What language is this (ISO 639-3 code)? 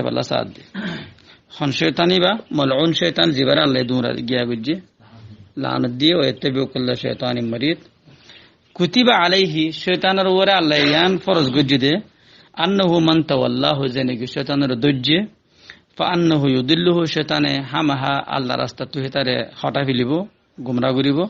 rhg